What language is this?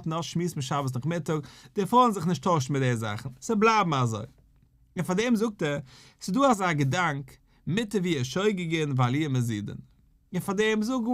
Yiddish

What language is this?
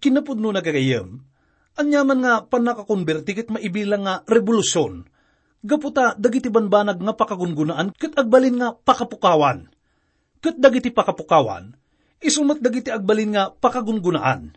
Iloko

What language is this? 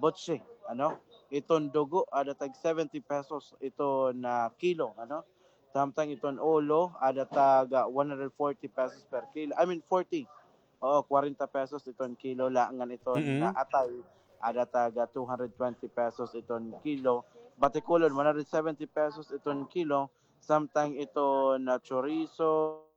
Waray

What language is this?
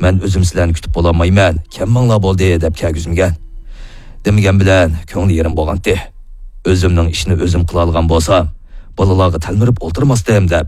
Uyghur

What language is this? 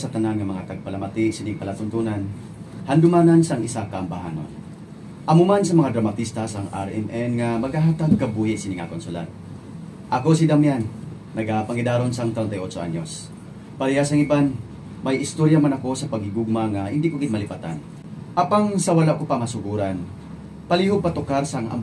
Hiligaynon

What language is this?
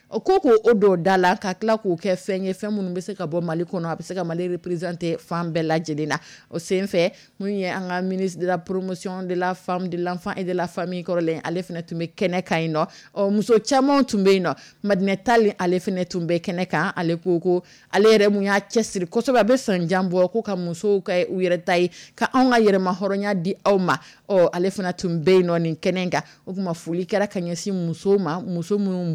Dyula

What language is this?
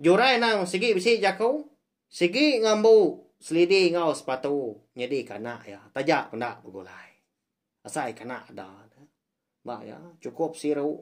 Iban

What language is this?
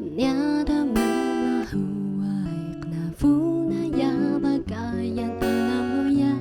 Atayal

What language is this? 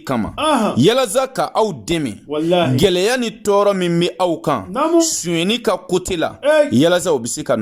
Bambara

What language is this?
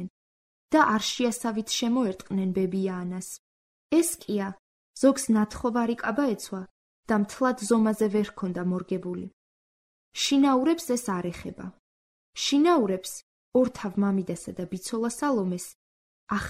Georgian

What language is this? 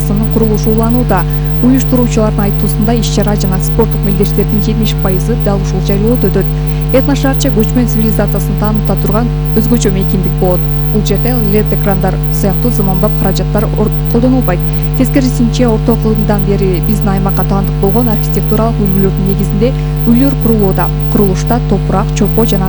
Kyrgyz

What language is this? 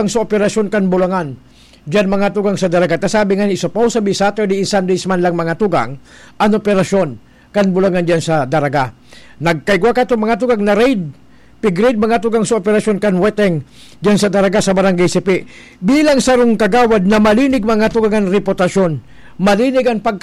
Bikol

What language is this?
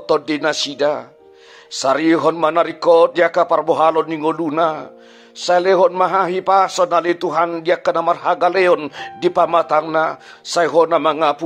Batak Toba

